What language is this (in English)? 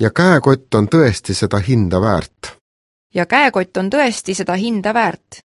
Estonian